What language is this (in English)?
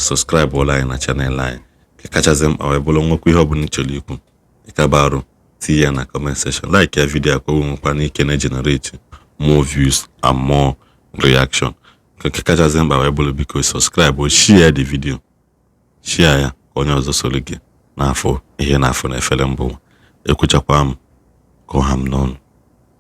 Igbo